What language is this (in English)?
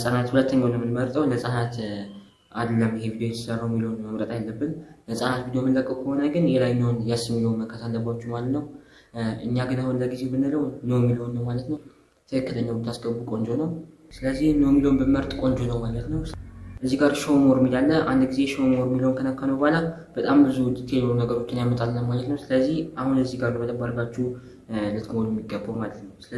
Amharic